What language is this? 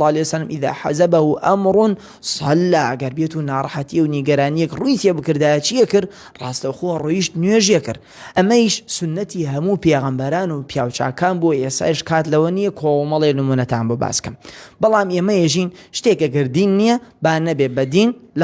Central Kurdish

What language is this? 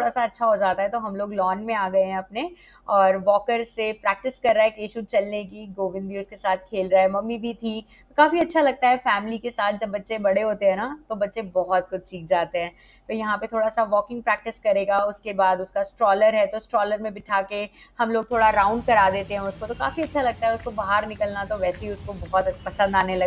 Hindi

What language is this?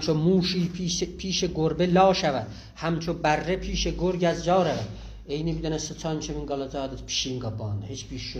South Azerbaijani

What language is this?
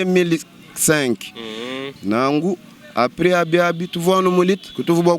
Luba-Lulua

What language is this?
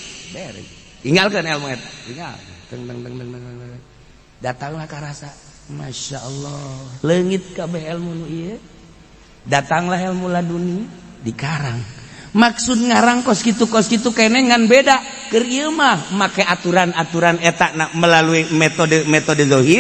Sundanese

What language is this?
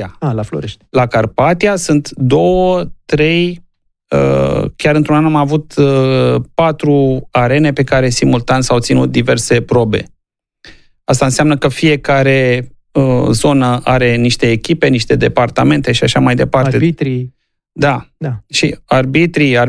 Romanian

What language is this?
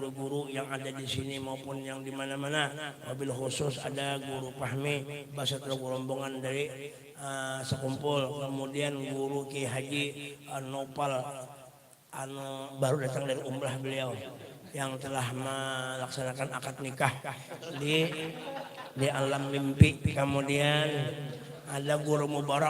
Banjar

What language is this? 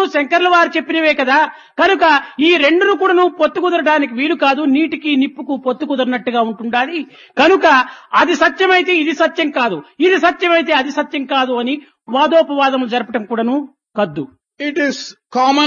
Telugu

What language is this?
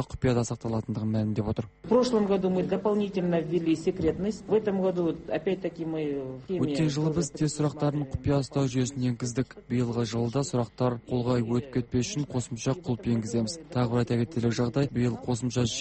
Kazakh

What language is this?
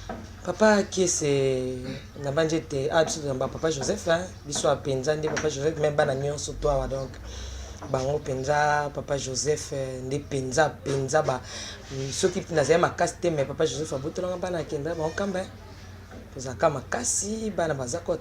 Lingala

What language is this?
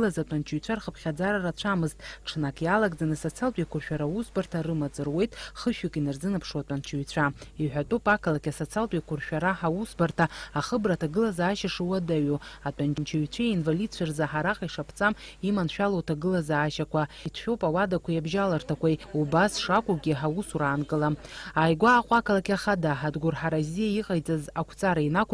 Abkhazian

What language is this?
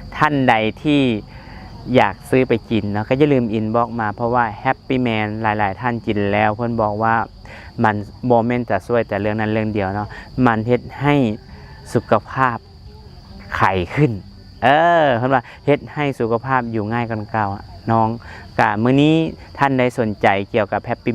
Lao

